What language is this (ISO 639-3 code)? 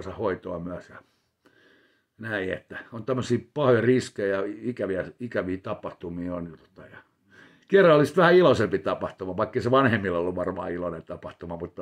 fin